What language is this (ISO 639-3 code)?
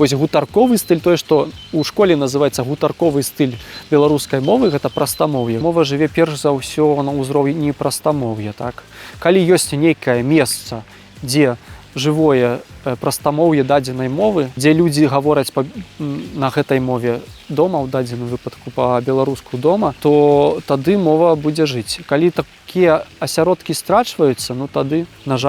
bel